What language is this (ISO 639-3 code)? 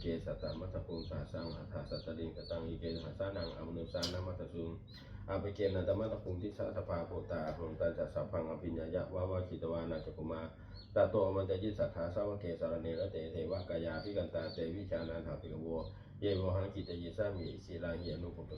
pli